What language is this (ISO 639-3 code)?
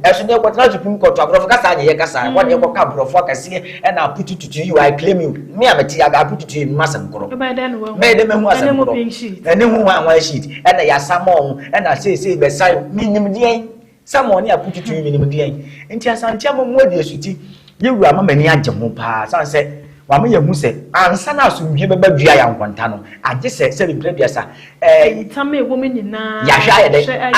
aka